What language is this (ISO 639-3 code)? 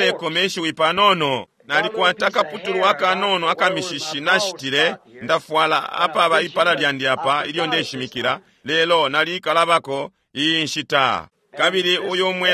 bem